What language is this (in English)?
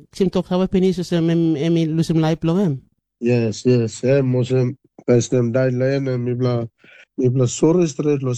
Tok Pisin